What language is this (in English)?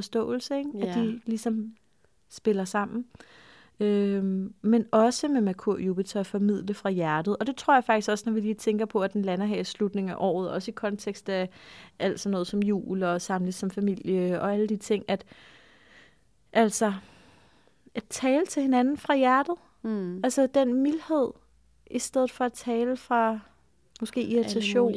Danish